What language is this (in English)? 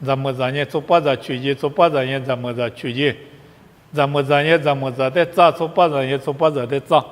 Lisu